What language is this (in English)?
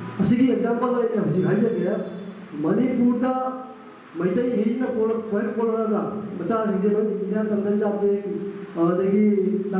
Manipuri